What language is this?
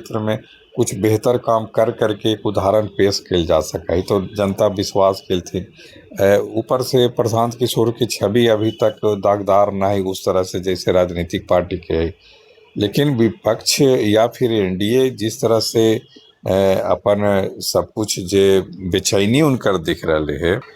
Magahi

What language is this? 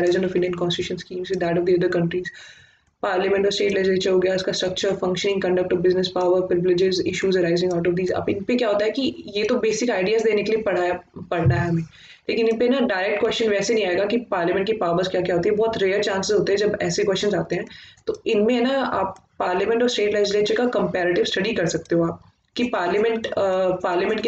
Hindi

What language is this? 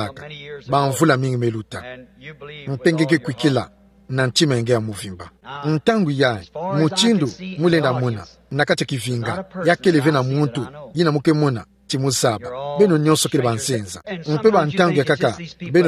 Kituba (Democratic Republic of Congo)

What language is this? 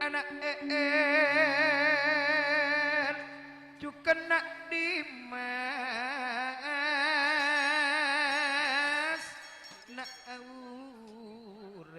Madurese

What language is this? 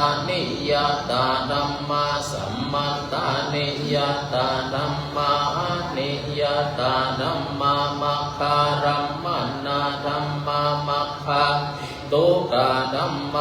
Pali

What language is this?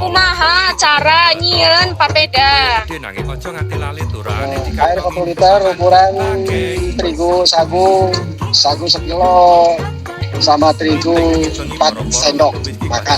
Sundanese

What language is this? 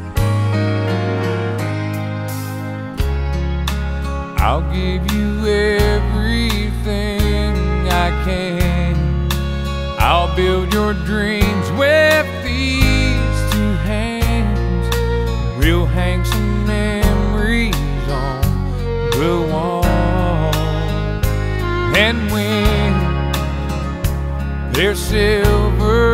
English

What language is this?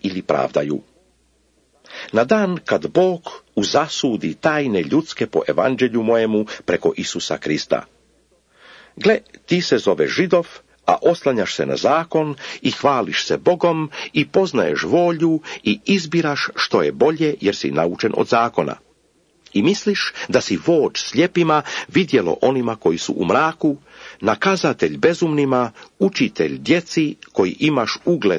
Croatian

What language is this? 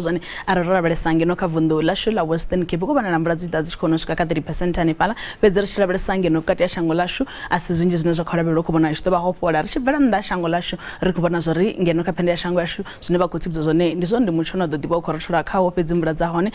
Venda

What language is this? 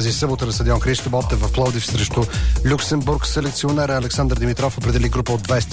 Bulgarian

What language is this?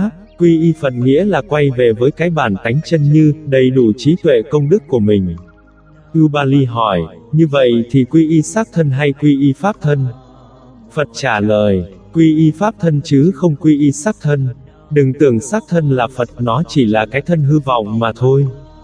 Vietnamese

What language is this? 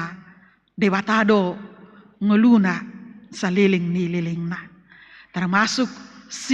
Batak Toba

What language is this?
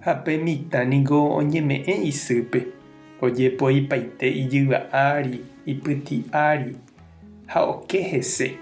Guarani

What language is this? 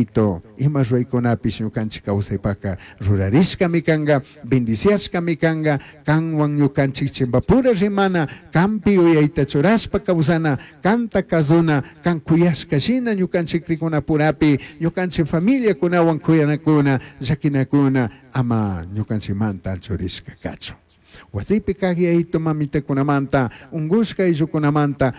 Chimborazo Highland Quichua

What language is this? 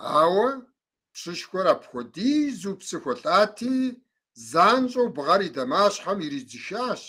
Kabardian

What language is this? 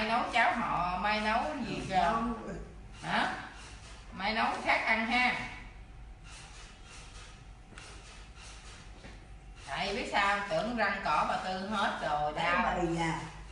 Vietnamese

